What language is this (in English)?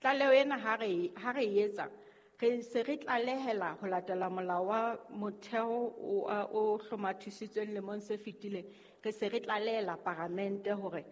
Southern Sotho